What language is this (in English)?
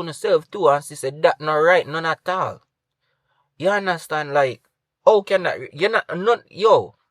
Jamaican Creole English